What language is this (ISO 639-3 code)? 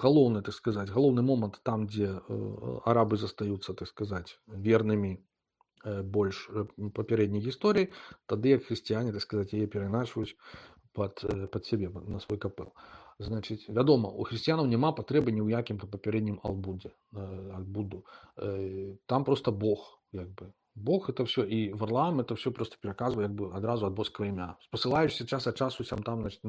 bel